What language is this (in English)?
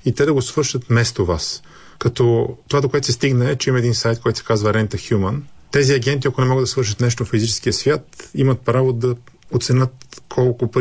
Bulgarian